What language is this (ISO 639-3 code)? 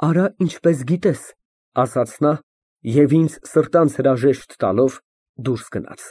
hye